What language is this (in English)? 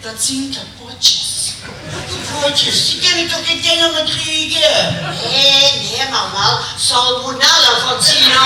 Limburgish